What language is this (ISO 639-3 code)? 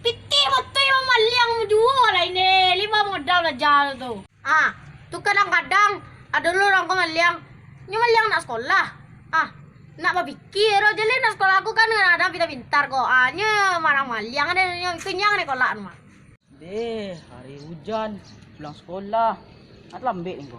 min